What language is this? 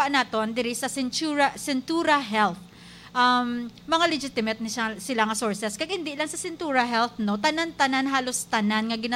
Hiligaynon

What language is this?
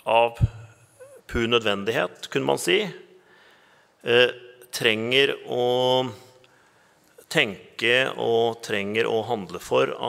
Norwegian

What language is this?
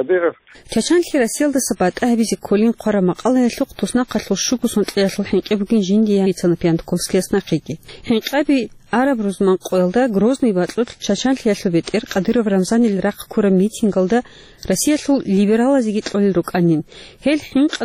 Avaric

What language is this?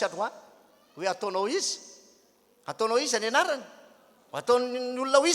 Malagasy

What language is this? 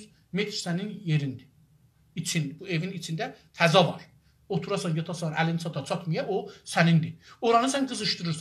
South Azerbaijani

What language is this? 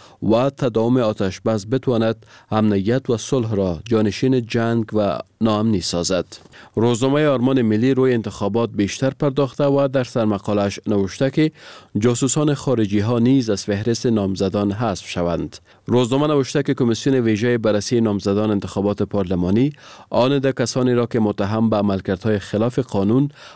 Persian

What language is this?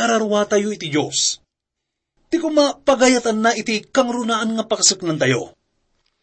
Iloko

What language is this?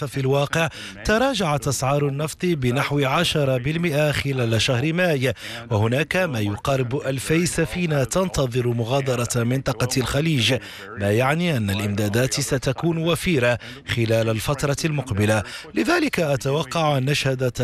Arabic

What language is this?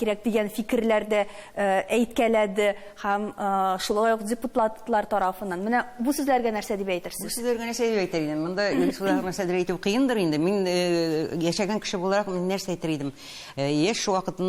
Tatar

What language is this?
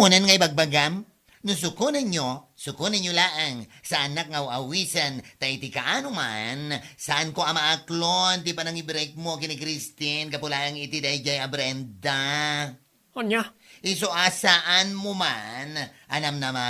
Iloko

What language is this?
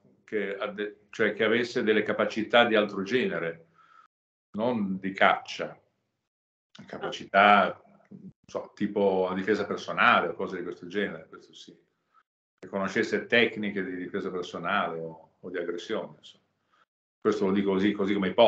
Italian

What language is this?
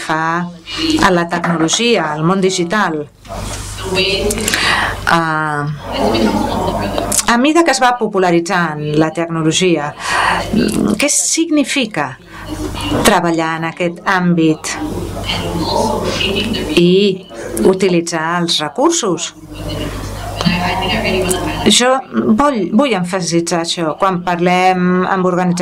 Catalan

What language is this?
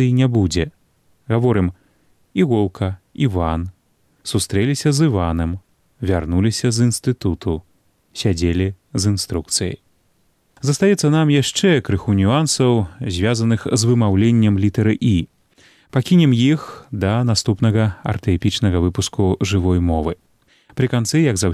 Belarusian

